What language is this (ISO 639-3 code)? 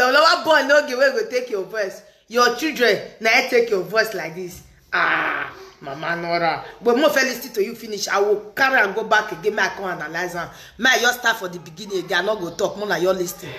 pcm